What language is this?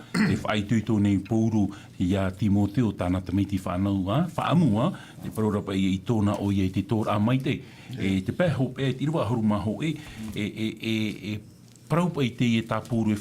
Tahitian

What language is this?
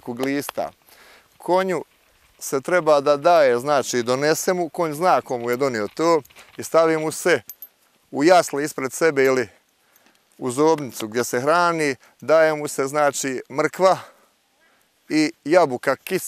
Bosnian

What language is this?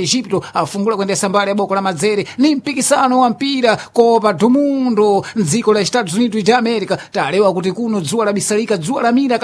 Sena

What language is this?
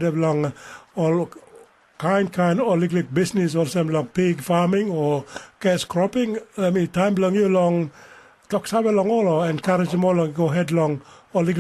Tok Pisin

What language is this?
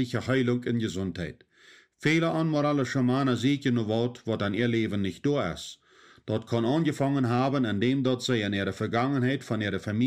Plautdietsch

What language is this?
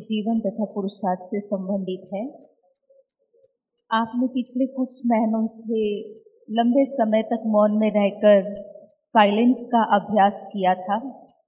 Hindi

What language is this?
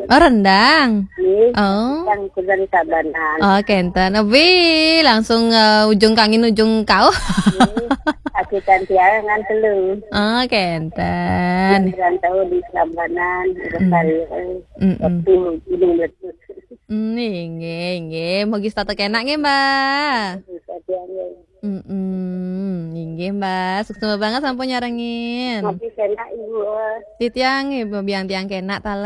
Balinese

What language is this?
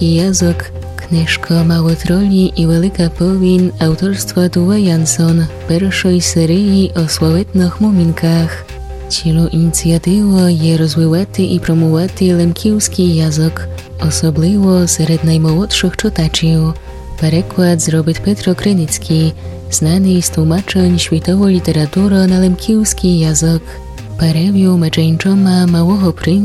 Rusyn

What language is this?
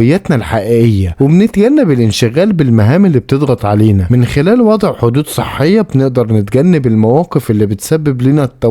Egyptian Arabic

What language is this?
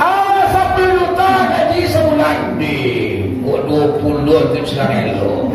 Minangkabau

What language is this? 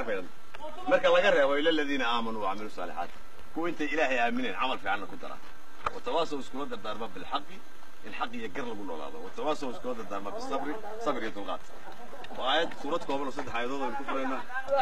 Somali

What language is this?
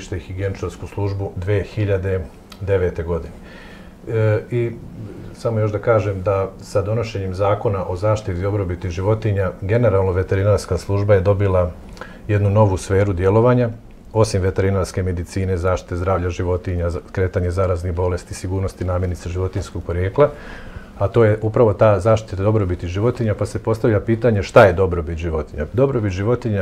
Bosnian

